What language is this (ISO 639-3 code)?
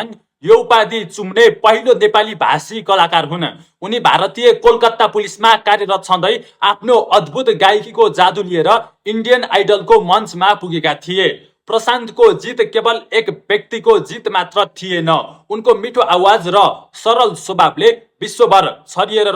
nep